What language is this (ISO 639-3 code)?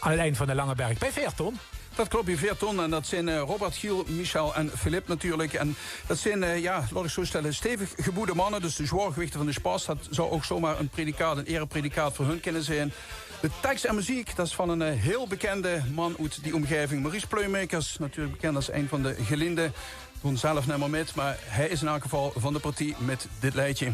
lim